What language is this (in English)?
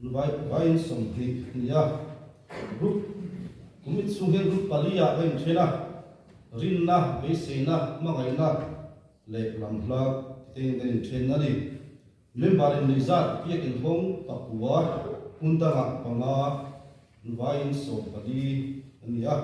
Mizo